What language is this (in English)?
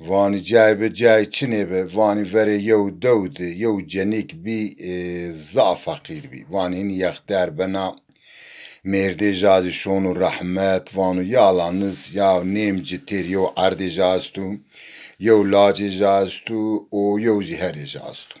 Zaza